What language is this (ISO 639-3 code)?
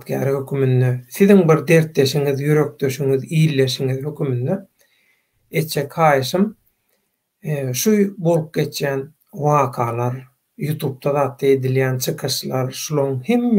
tuk